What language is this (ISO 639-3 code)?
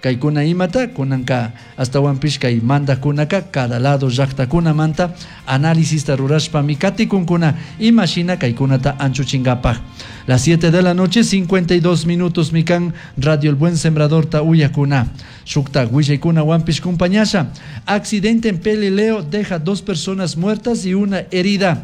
qug